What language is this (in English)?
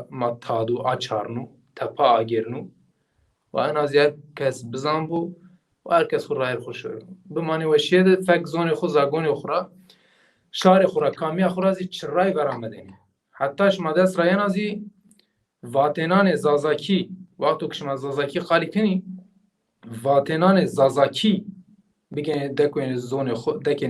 Zaza